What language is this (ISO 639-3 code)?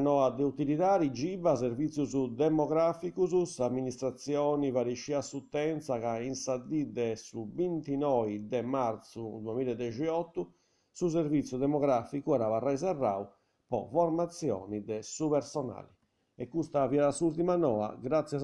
srd